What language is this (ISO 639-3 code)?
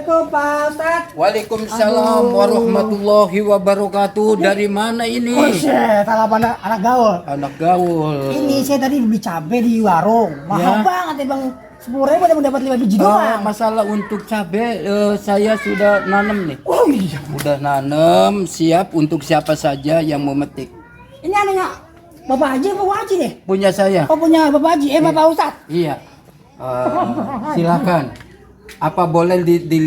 bew